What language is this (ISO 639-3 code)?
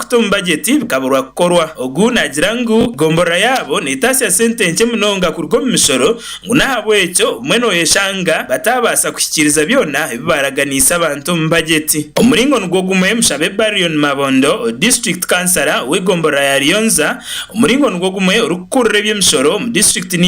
nyn